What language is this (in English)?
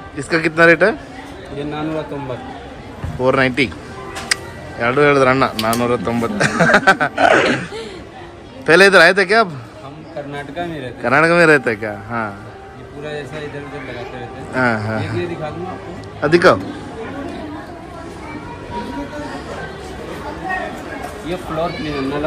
Kannada